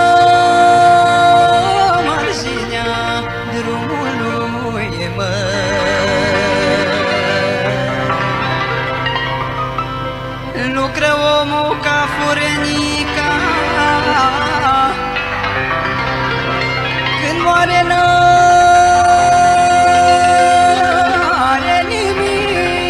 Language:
Romanian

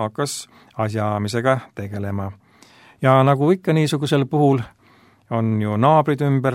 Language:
Estonian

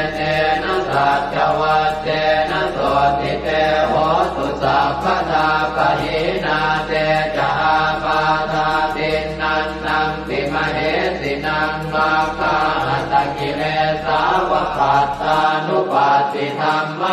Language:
Pali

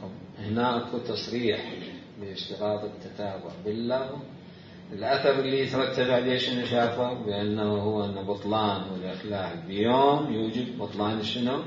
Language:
Mesopotamian Arabic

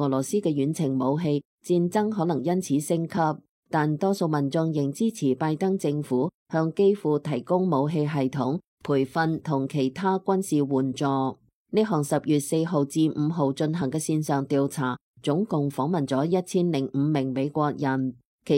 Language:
Cantonese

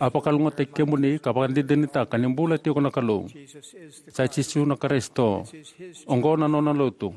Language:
Fijian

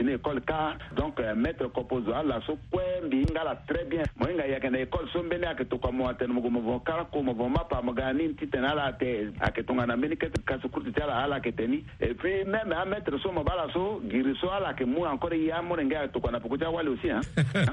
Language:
Sango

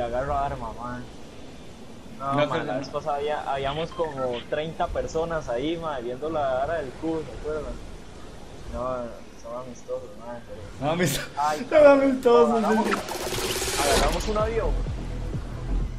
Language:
Spanish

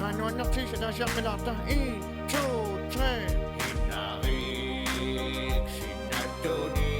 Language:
Kalaallisut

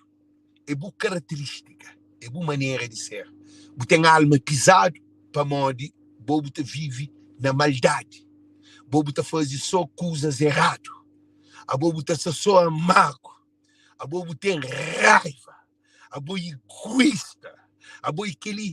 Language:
Kabuverdianu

